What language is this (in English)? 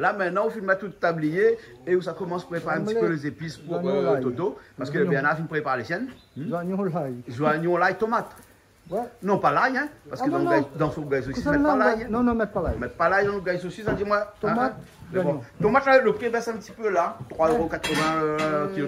Réunion Creole French